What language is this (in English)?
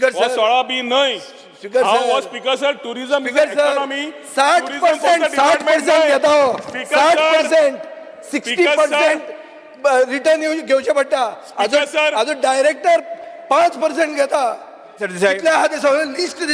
Konkani